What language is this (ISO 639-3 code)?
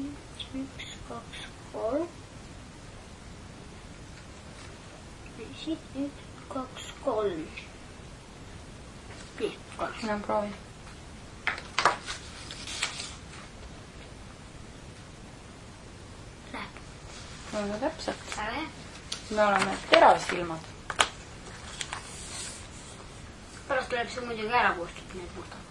est